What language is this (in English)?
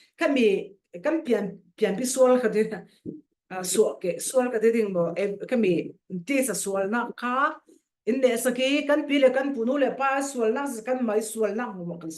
Falam Chin